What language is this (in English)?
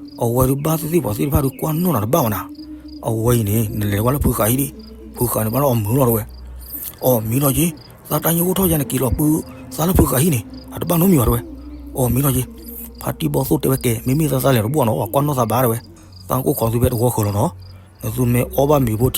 S'gaw Karen